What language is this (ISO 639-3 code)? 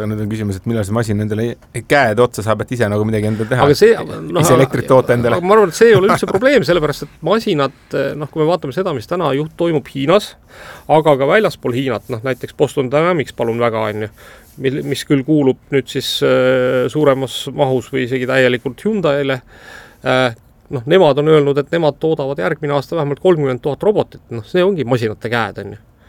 est